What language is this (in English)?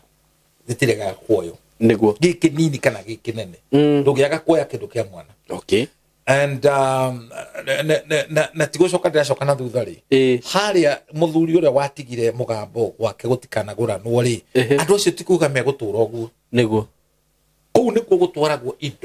Kikuyu